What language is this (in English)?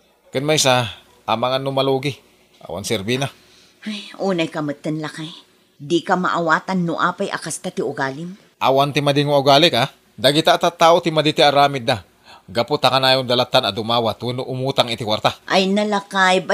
Iloko